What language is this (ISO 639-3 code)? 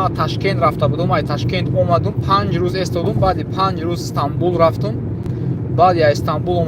tgk